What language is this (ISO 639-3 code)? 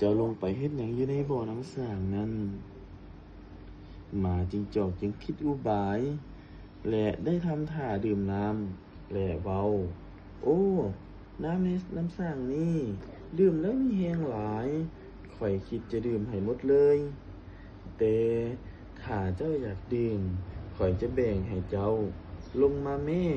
lao